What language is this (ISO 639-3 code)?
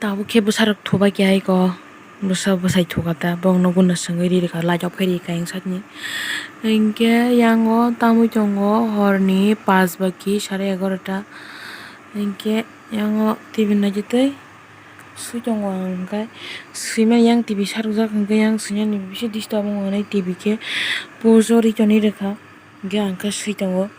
trp